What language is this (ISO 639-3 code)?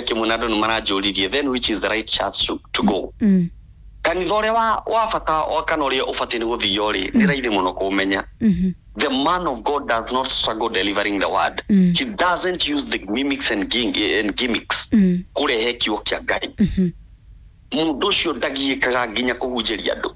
kik